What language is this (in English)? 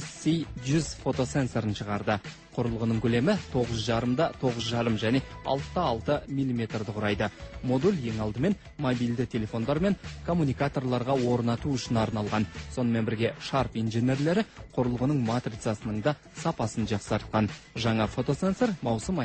Kazakh